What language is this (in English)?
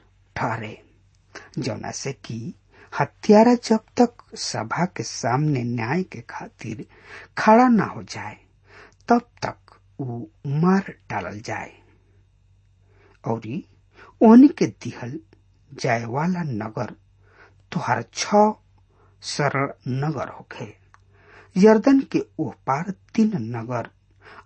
Bhojpuri